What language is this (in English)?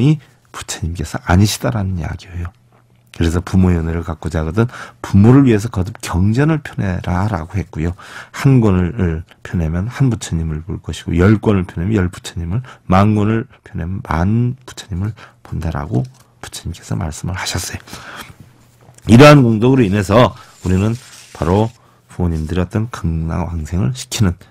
Korean